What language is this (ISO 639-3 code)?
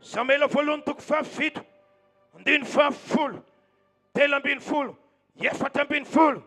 mlg